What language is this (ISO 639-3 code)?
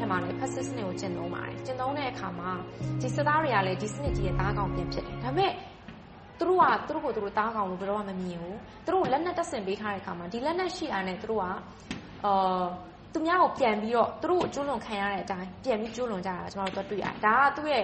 mya